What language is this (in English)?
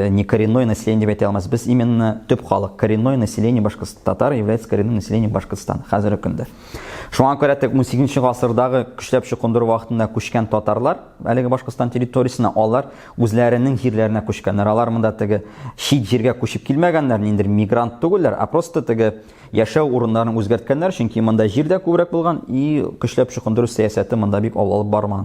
Tatar